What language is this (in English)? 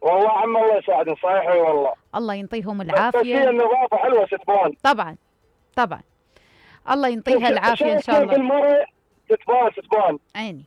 Mesopotamian Arabic